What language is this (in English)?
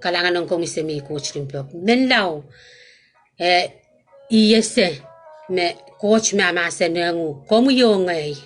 Pohnpeian